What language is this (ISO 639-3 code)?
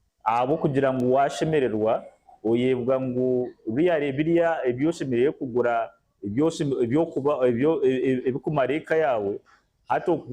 nyn